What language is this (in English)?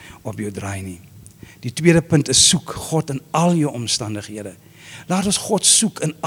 Afrikaans